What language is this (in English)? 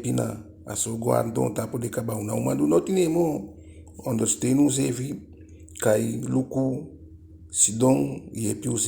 Eastern Maroon Creole